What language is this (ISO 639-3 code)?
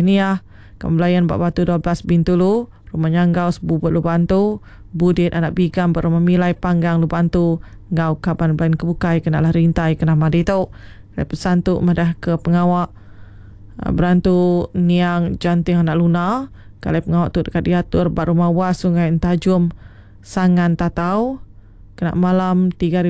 iba